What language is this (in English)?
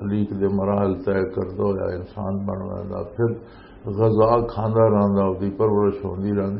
Western Panjabi